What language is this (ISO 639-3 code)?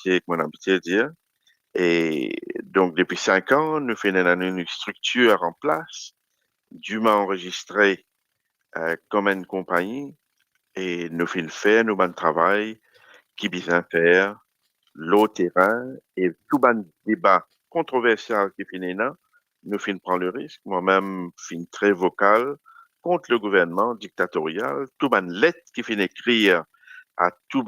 mfe